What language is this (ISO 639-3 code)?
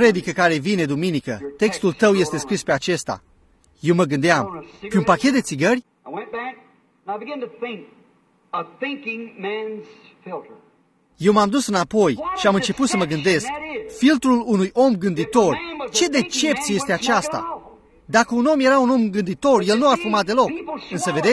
ron